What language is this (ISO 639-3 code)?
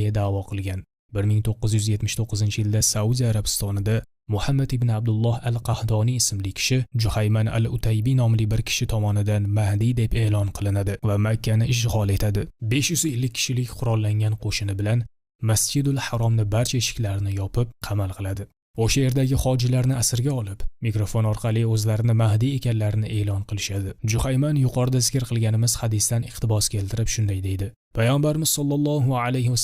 uzb